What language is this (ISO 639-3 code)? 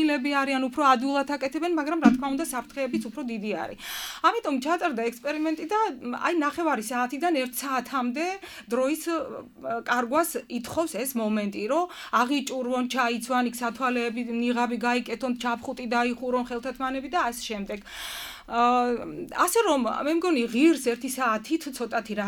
kat